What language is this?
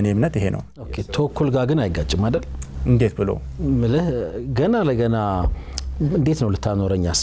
Amharic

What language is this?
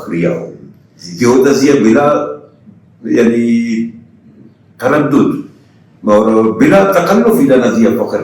Brahui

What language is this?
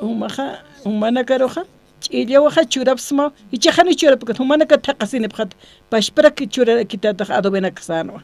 Aymara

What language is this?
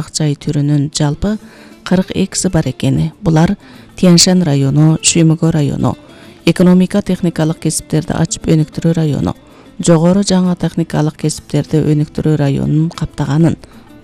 Kyrgyz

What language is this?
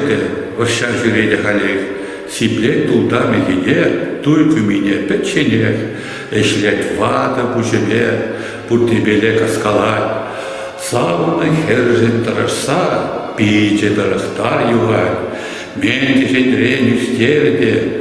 Chuvash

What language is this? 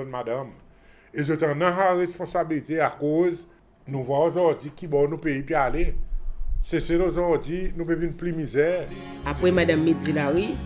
Seselwa Creole French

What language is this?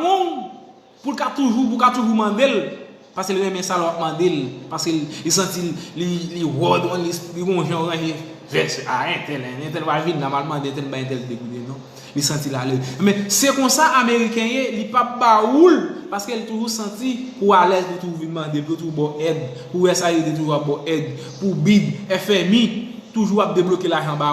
Haitian Creole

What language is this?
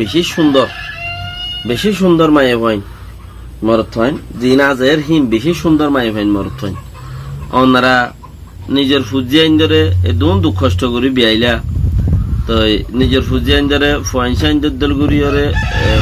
Rohingya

